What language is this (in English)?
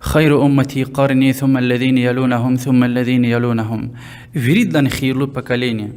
Lezghian